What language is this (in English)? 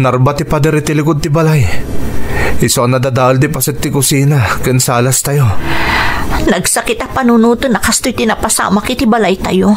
Iloko